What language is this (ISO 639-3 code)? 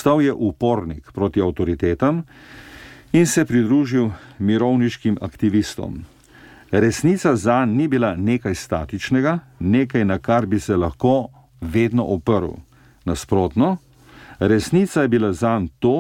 slv